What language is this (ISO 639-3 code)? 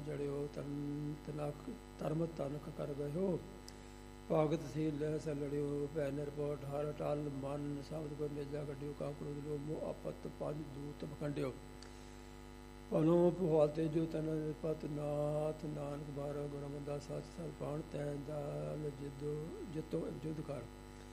pan